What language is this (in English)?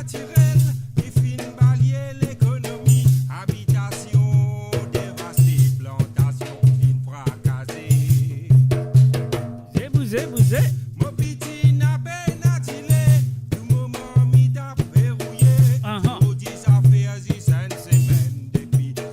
Morisyen